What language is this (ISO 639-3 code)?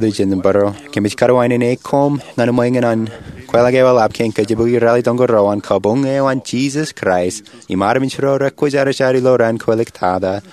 mah